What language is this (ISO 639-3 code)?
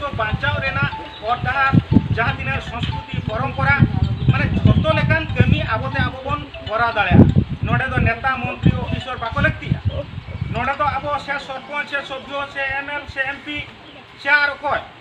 sat